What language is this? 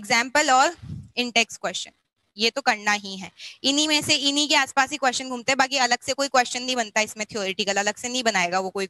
Hindi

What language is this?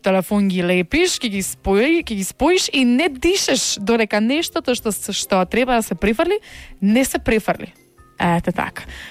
Macedonian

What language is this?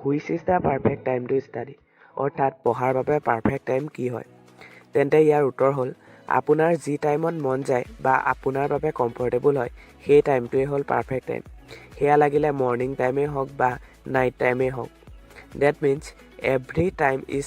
Assamese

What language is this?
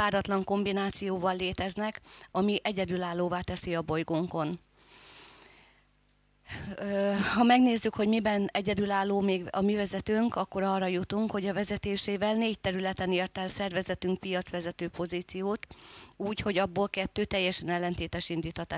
Hungarian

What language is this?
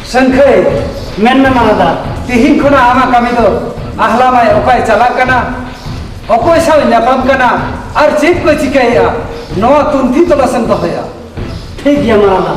Santali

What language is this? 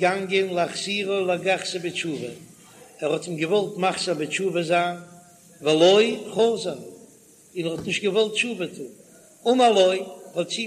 Yiddish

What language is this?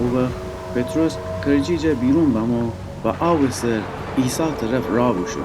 Gilaki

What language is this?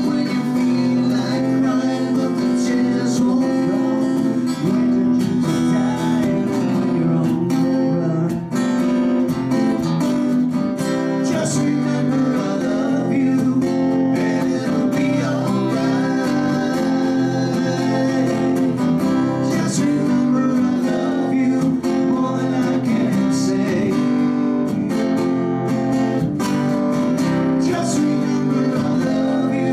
English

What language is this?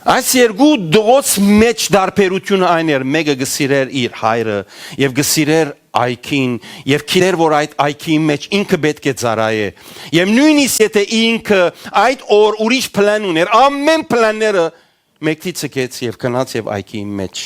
Western Armenian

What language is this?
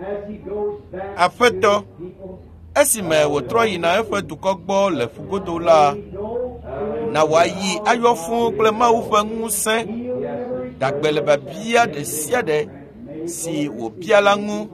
Ewe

